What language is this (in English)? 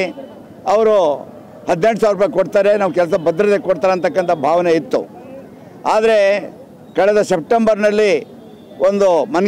Kannada